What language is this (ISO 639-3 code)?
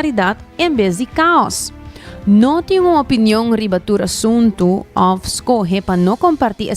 pap